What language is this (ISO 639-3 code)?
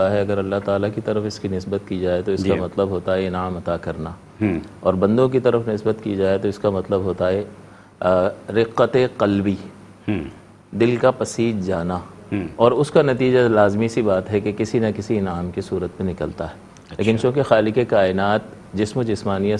urd